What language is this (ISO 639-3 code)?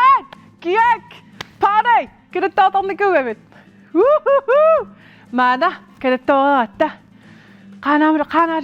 kal